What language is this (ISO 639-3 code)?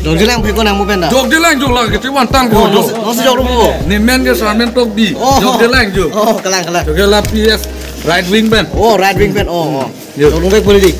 mjw